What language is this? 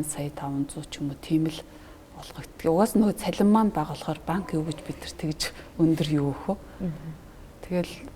Mongolian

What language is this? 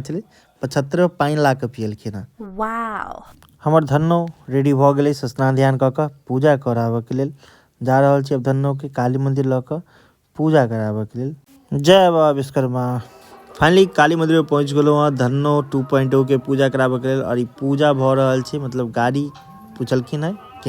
Maithili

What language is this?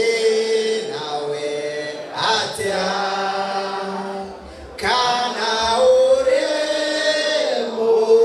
Swahili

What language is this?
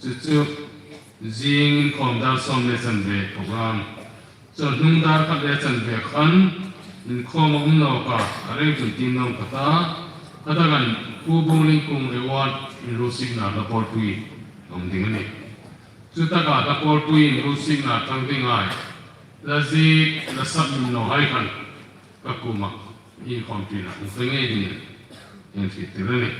Hmar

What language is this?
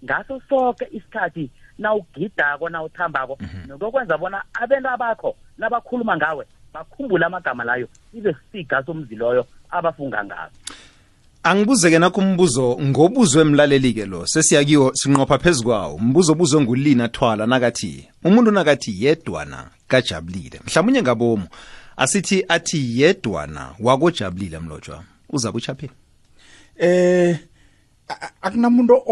South Ndebele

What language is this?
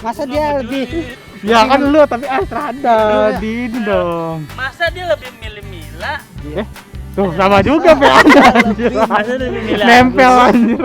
Betawi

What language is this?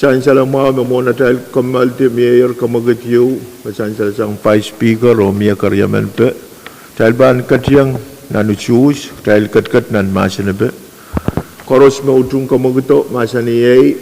Pohnpeian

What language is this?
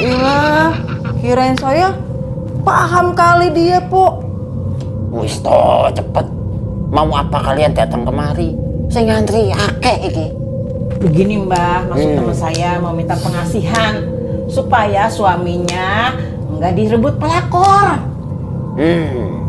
Betawi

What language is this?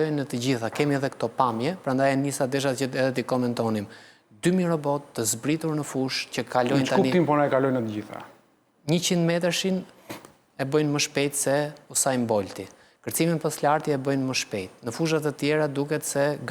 Albanian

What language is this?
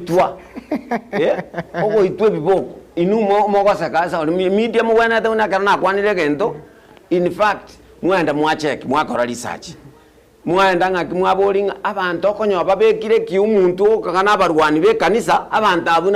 Gusii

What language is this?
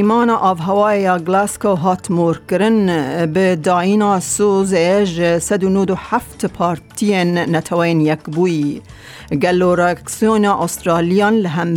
Kurdish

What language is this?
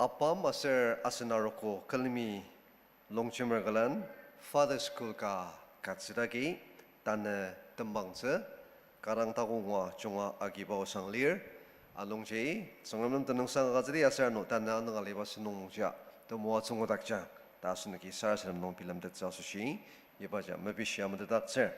Ao Naga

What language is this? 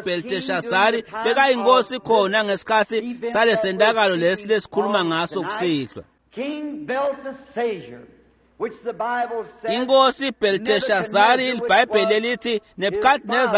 Swati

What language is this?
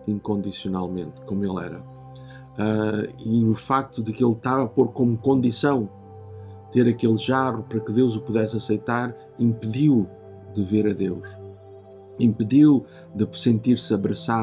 Portuguese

